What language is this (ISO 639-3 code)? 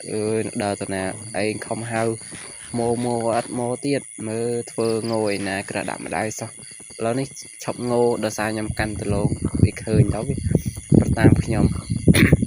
khm